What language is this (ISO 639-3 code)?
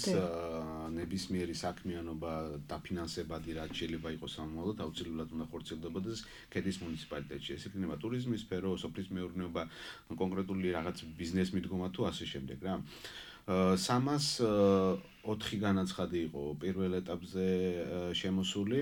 kat